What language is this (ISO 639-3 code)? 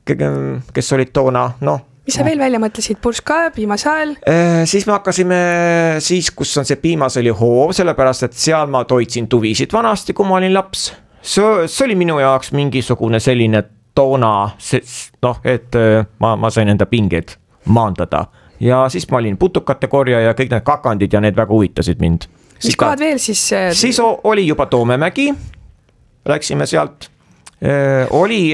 est